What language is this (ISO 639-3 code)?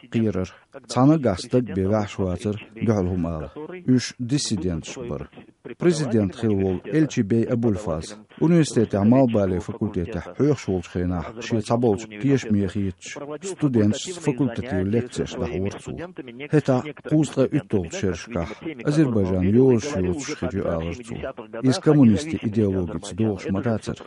che